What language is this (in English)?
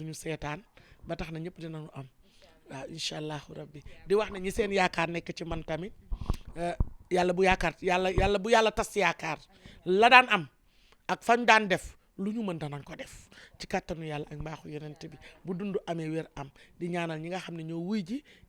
Wolof